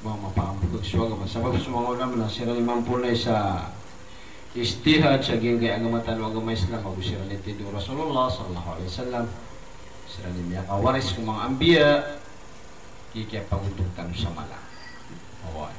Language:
Maranao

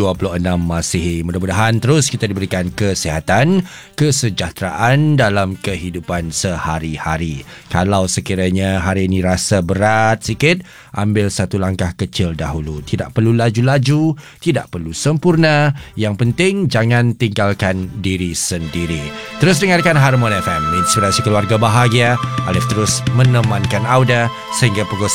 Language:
Malay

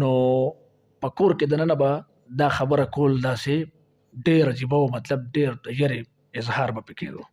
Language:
Pashto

